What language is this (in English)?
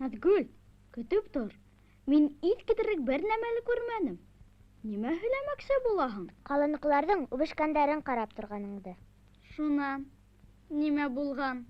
Bashkir